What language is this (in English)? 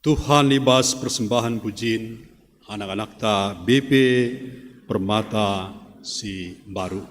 Batak Karo